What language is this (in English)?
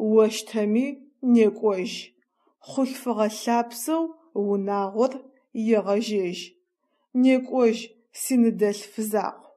Adyghe